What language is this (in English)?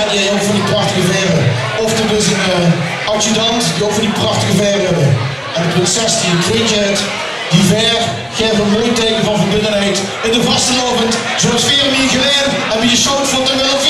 Limburgish